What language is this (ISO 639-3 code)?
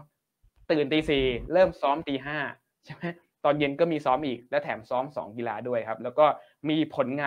tha